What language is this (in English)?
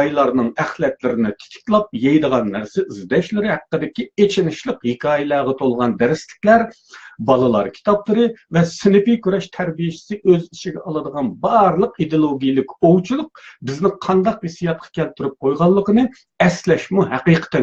Uyghur